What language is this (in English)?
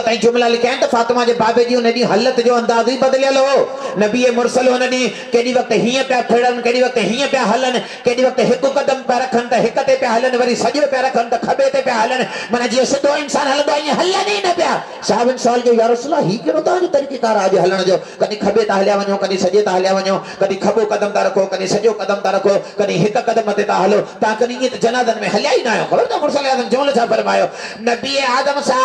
Sindhi